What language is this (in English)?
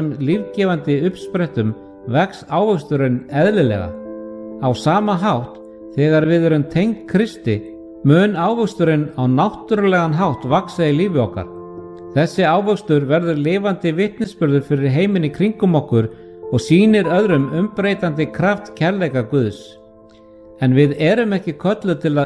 Icelandic